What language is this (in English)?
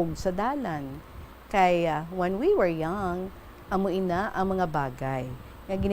Hiligaynon